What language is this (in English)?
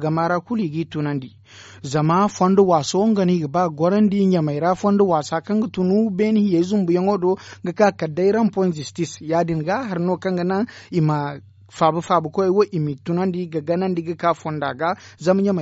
Zarma